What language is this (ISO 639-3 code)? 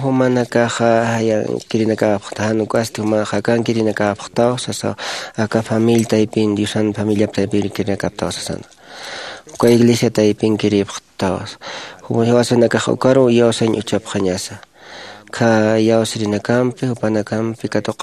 aym